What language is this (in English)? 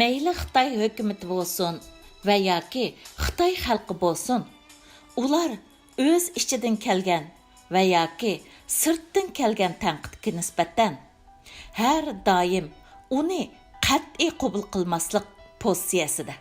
Uyghur